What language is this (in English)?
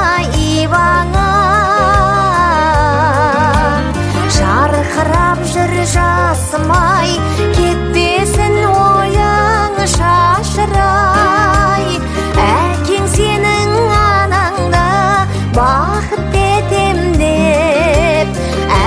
Kazakh